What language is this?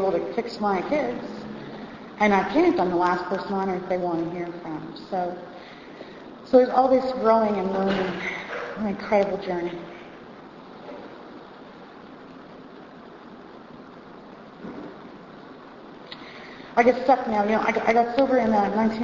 English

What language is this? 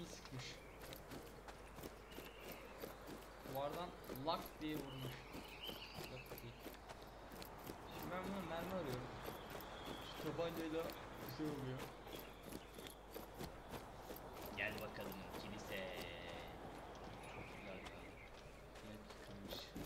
Turkish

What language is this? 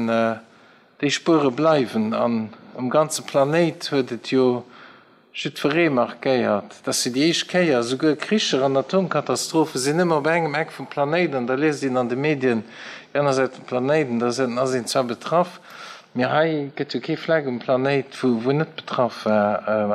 Luxembourgish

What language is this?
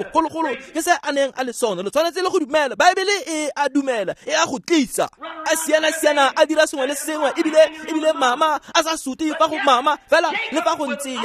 Tswana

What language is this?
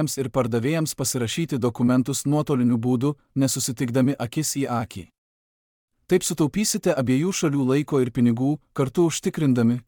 Lithuanian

